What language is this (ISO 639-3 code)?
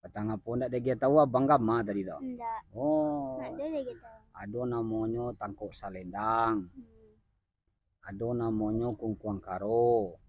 min